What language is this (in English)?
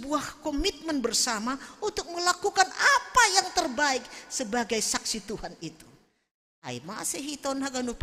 Batak Simalungun